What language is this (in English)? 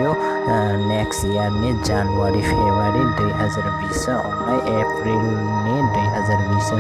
Kok Borok